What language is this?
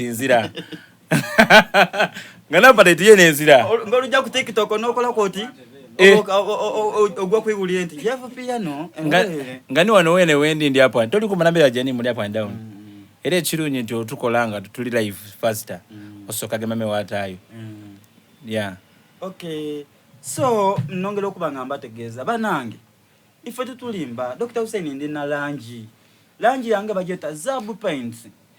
Soga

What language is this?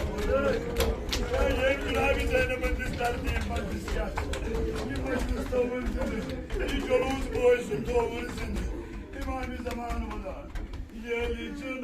Kashmiri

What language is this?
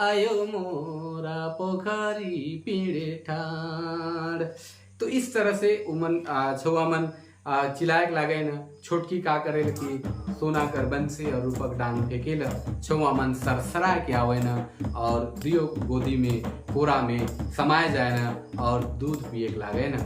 Sadri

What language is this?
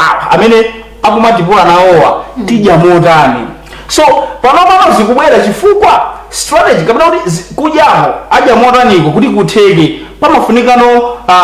Nyanja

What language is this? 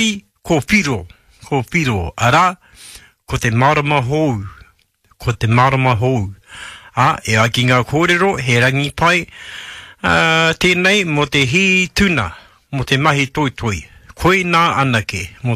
Māori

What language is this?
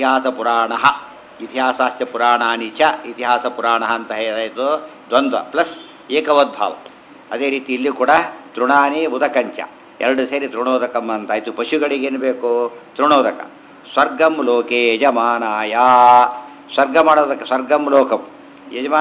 Kannada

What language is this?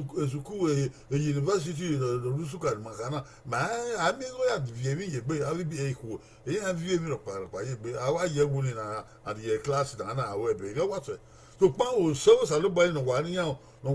Bini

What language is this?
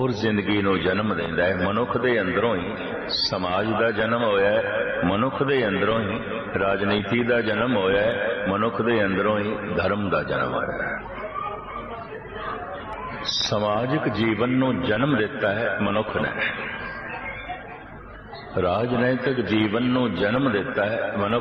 Punjabi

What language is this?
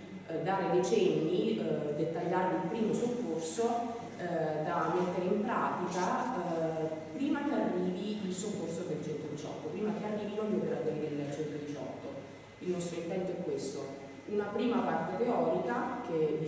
Italian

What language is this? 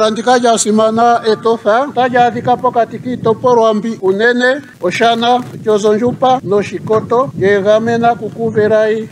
Ndonga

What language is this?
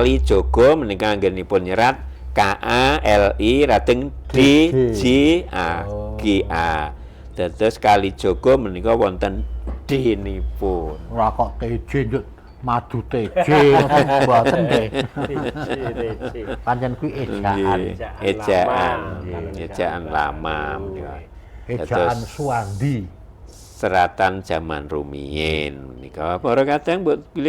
Javanese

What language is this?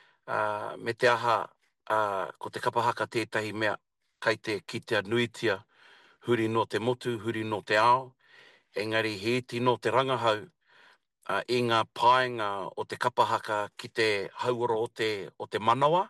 Māori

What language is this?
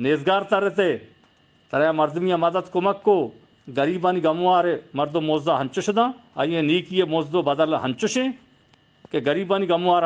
Eastern Balochi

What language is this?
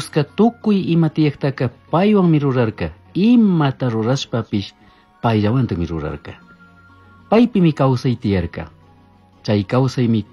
Chimborazo Highland Quichua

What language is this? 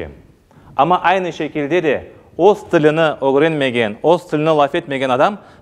Crimean Tatar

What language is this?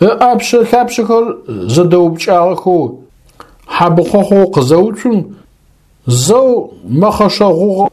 Adyghe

